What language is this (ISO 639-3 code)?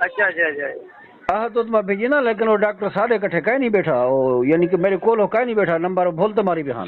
skr